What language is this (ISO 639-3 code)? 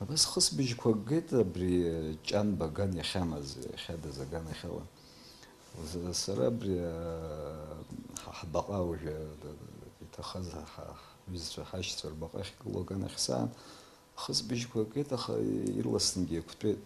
abk